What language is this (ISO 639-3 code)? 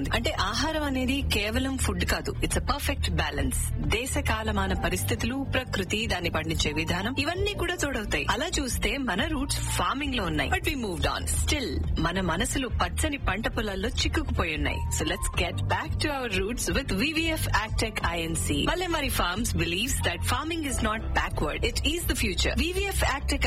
tel